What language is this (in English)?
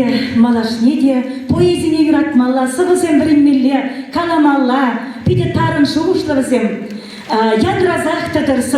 Chuvash